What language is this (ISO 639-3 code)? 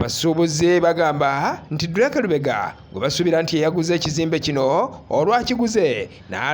lug